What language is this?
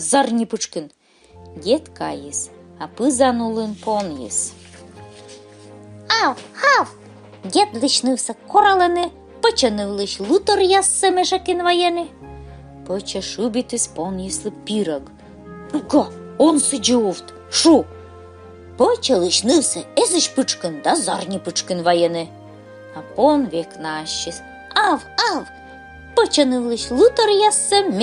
Komi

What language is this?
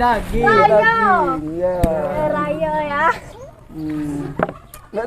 Musi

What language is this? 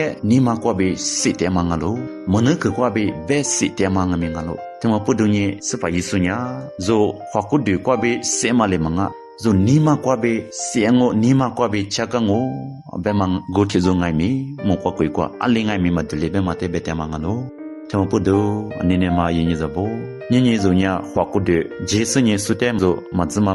Lisu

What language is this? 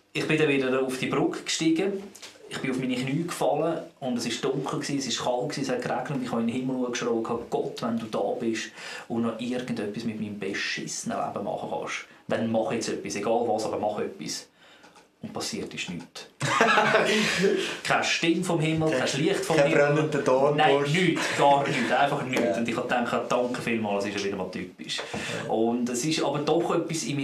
Swiss German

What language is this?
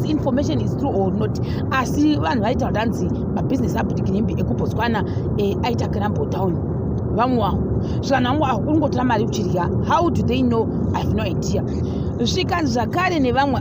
Shona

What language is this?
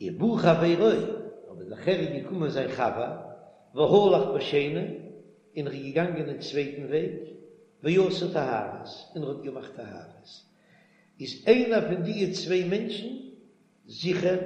Yiddish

